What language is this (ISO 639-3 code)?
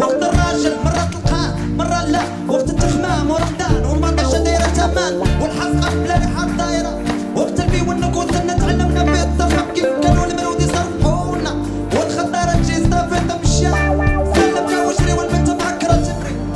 ary